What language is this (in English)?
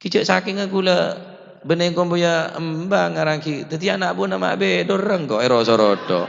Madurese